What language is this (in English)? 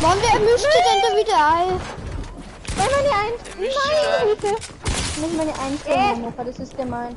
Bavarian